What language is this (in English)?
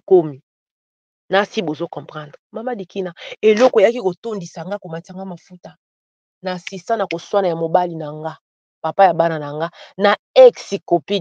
Lingala